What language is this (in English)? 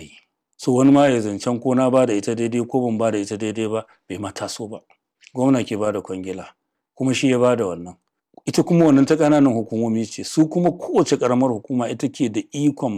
Hausa